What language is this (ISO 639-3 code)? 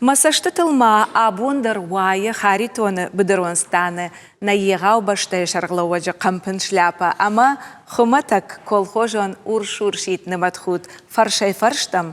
oss